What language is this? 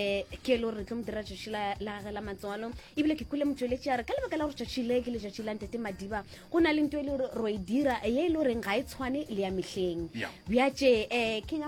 Northern Sotho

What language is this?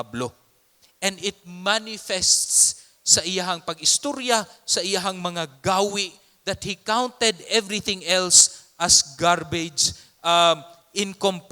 Cebuano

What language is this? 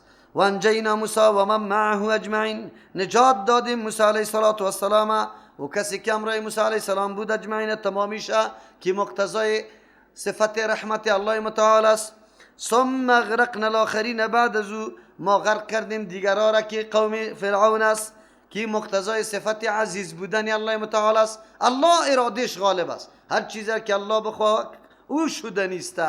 Persian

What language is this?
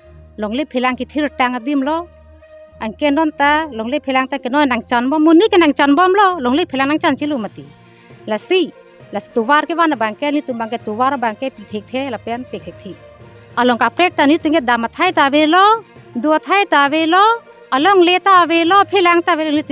Karbi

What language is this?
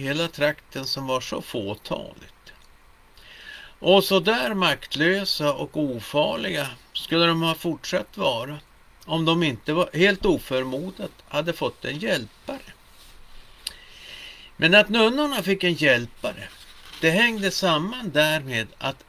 Swedish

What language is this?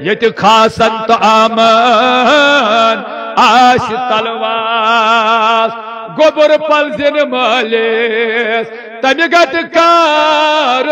Kashmiri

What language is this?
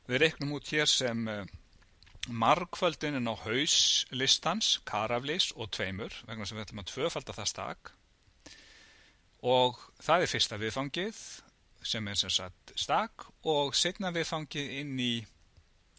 Icelandic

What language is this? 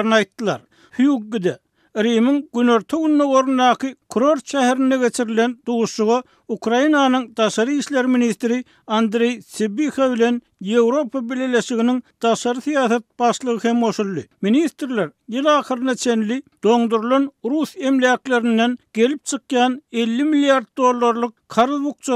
Turkmen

